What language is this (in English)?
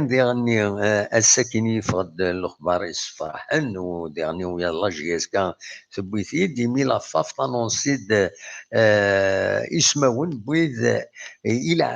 Kabyle